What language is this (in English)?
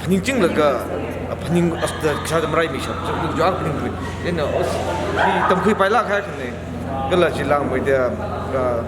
Tangkhul Naga (India)